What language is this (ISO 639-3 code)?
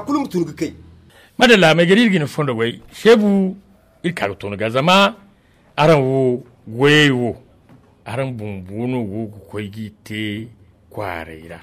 dje